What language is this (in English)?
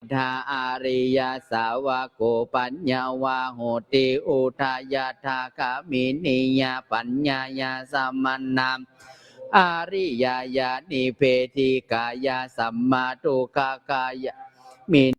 Pali